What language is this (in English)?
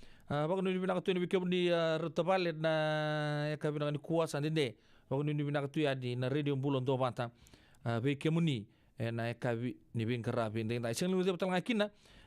Fijian